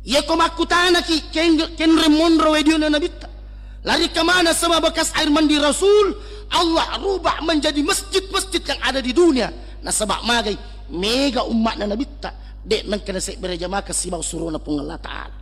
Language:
Buginese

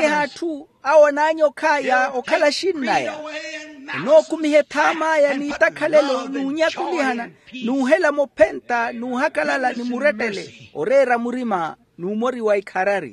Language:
Makhuwa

